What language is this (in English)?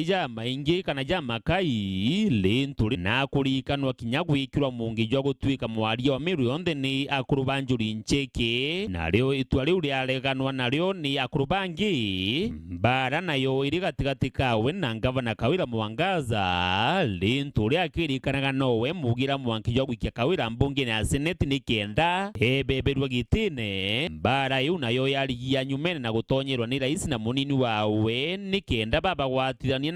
Meru